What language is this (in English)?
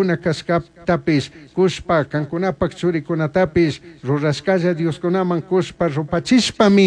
Chimborazo Highland Quichua